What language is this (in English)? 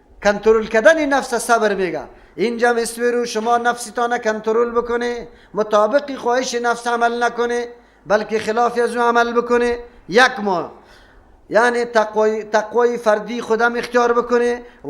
Persian